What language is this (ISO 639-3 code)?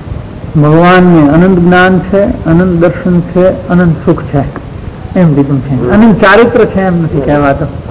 guj